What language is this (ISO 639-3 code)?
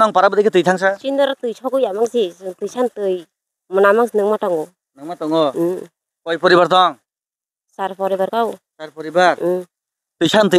trp